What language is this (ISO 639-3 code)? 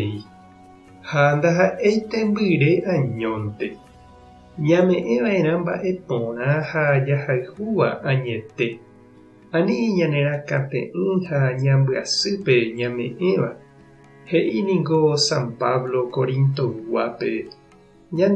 grn